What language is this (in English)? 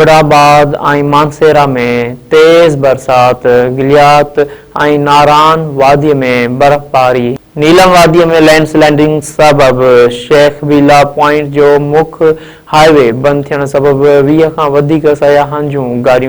Sindhi